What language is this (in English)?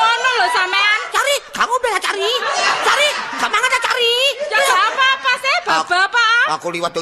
Javanese